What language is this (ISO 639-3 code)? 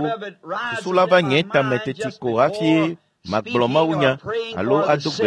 ewe